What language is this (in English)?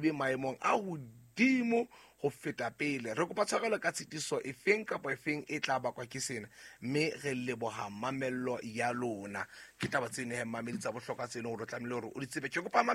Southern Sotho